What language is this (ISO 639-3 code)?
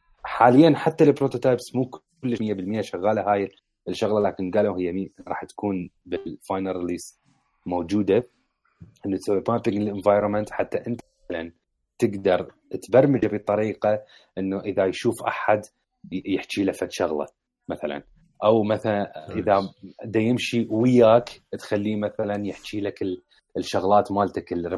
acm